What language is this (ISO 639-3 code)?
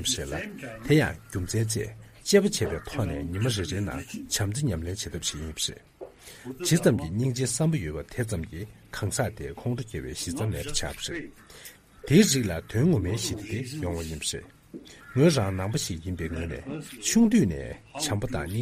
bod